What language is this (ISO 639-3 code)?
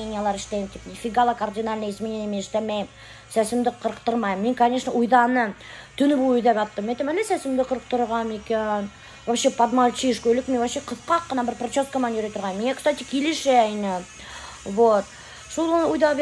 bak